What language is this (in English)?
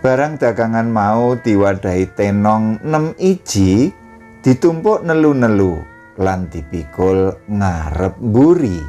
Javanese